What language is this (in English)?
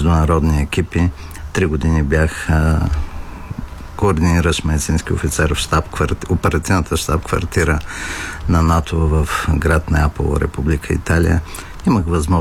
Bulgarian